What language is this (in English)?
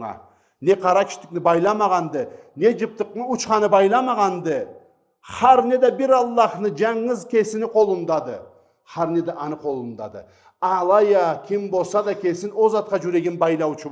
Karachay-Balkar